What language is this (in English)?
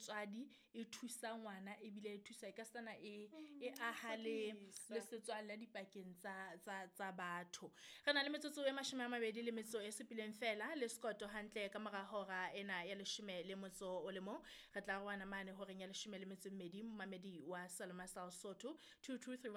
Southern Sotho